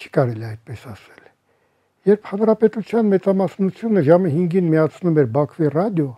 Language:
Armenian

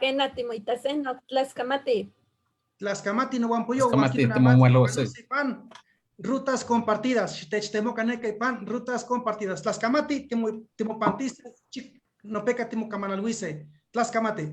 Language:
Eastern Huasteca Nahuatl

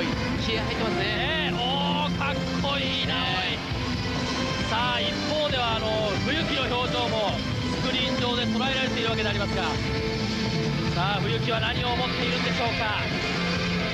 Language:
Japanese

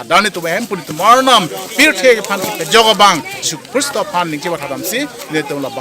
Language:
Karbi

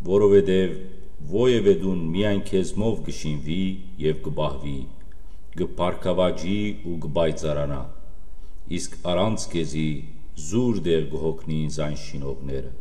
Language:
Western Armenian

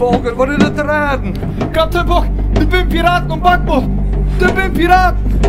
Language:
Western Frisian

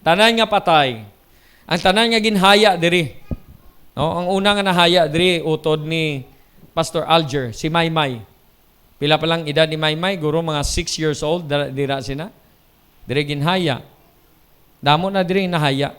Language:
Hiligaynon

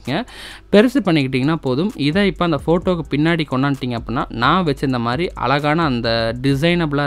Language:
Tamil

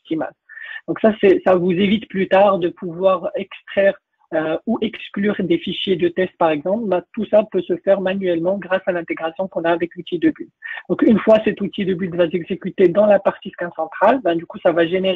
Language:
French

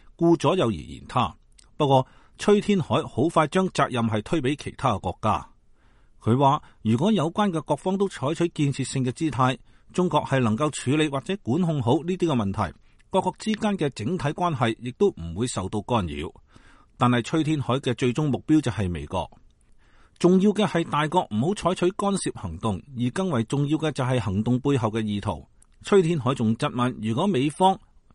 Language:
Cantonese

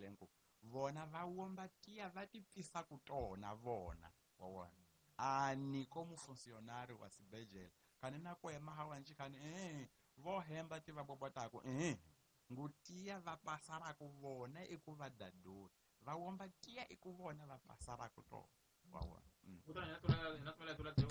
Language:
Tsonga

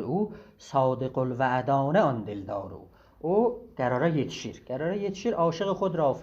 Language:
South Azerbaijani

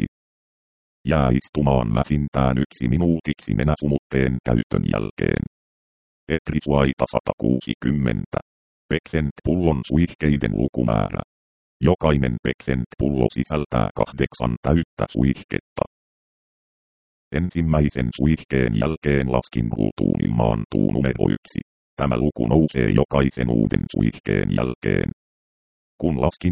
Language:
Finnish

